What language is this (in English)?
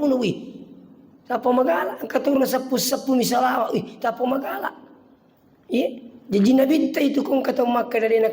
Buginese